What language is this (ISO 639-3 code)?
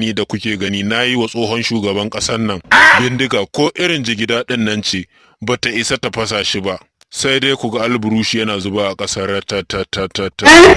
hau